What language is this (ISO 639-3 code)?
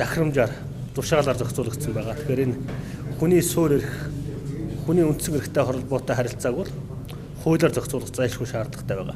mon